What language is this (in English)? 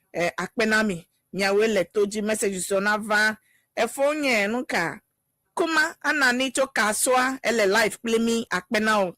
Ewe